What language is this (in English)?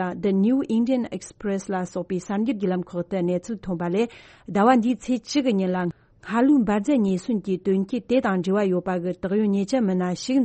Tibetan